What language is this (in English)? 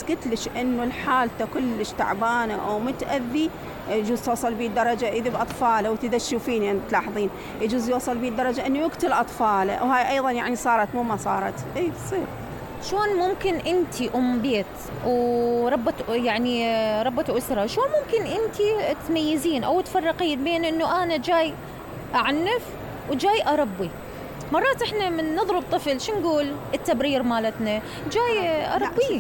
Mesopotamian Arabic